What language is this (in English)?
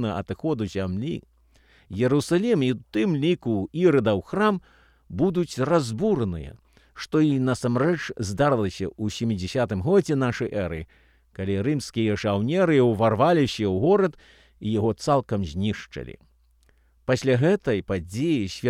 Belarusian